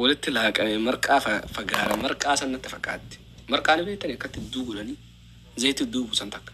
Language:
Oromo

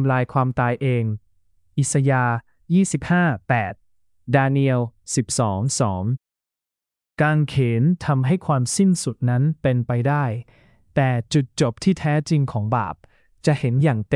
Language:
Thai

